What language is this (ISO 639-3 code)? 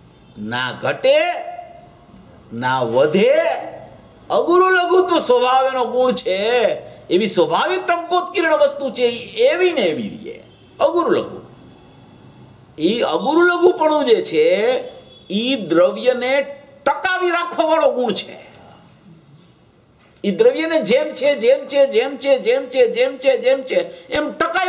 guj